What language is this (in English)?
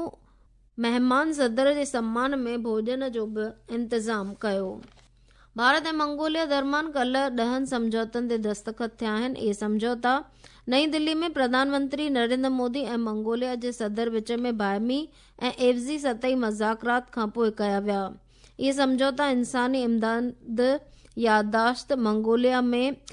Sindhi